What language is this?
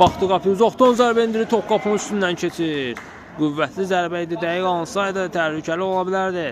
Azerbaijani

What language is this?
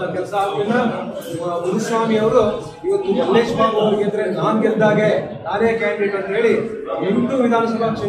Kannada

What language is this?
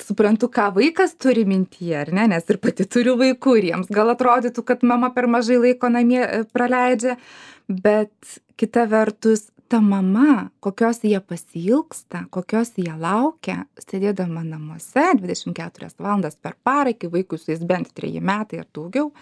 Lithuanian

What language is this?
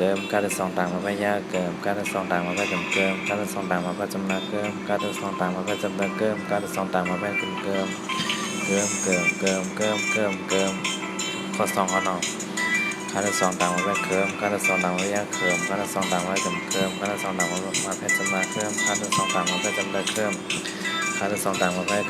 Shan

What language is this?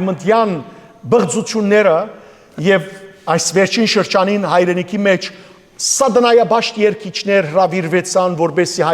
Western Armenian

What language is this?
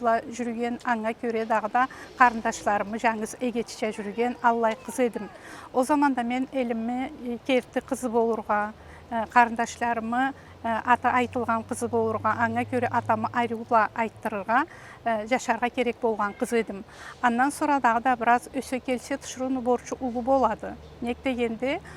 Karachay-Balkar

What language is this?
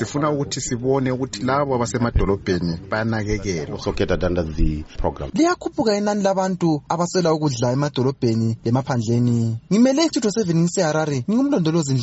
North Ndebele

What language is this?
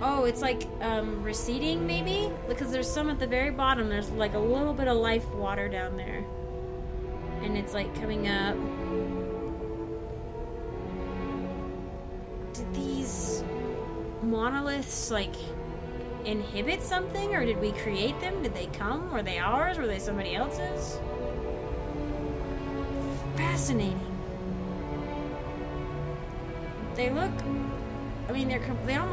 English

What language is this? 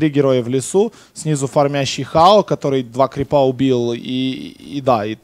Russian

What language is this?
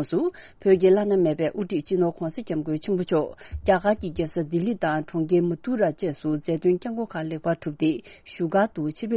Tibetan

